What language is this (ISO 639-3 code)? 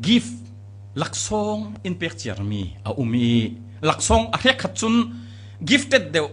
cfm